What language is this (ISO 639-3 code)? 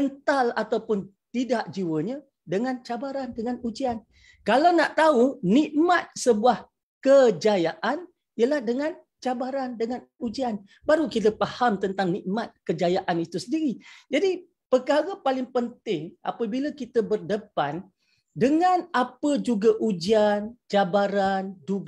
msa